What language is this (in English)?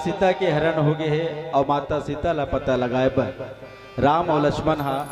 Chhattisgarhi